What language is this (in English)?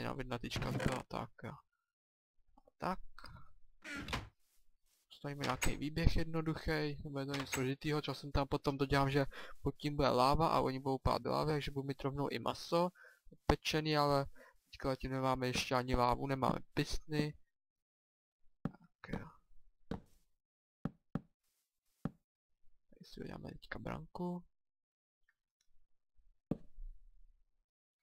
Czech